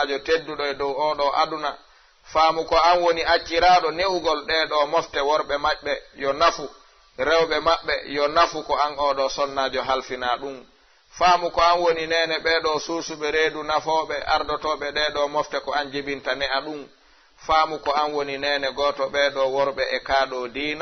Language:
Fula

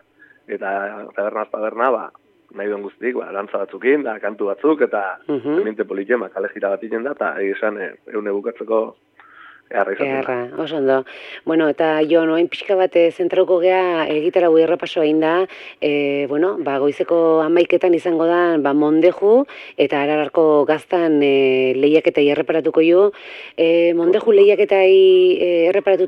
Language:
Basque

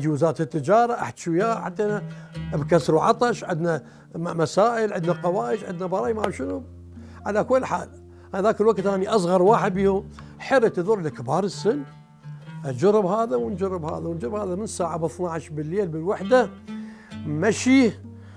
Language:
Mesopotamian Arabic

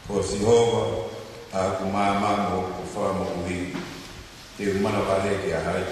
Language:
Tongan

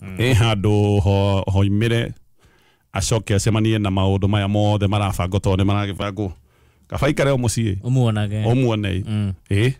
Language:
Kikuyu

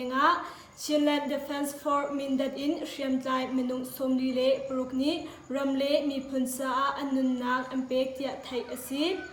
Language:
Hakha Chin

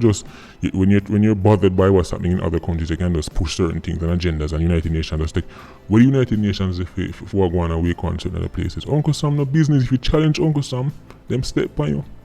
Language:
Jamaican Creole English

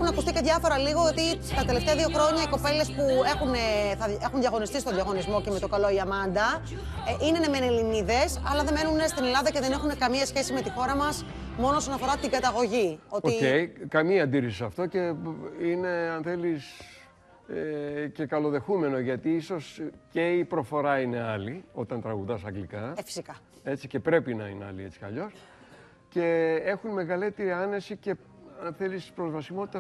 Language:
Greek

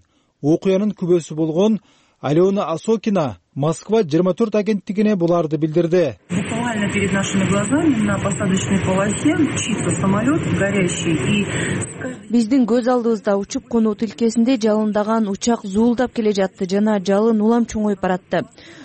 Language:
Kyrgyz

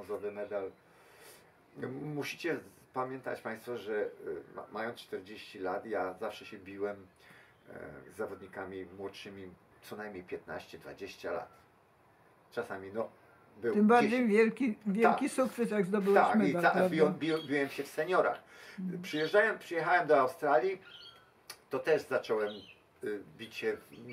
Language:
Polish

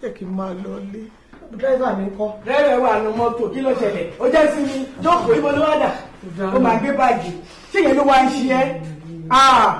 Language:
Yoruba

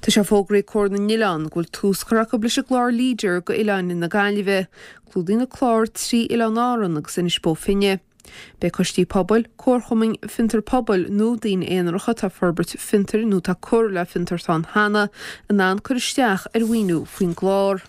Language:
Irish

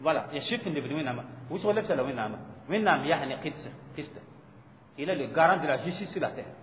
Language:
Mossi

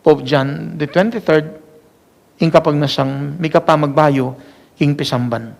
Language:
Pampanga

